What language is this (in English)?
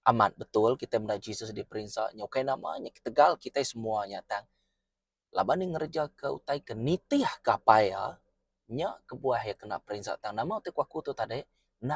Iban